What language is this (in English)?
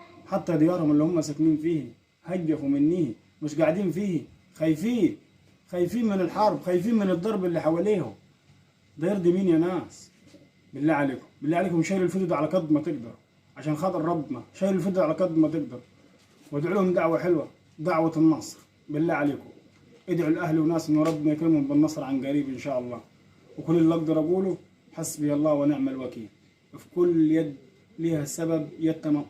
Egyptian Arabic